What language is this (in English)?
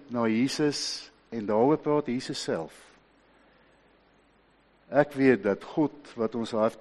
Afrikaans